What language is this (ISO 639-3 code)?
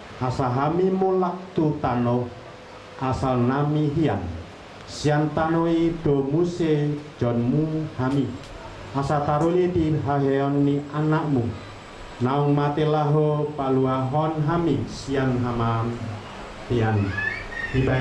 bbc